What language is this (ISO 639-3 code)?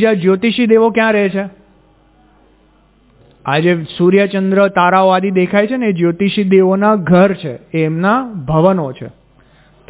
guj